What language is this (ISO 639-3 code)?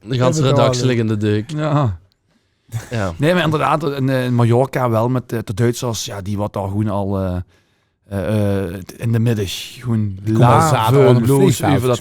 lim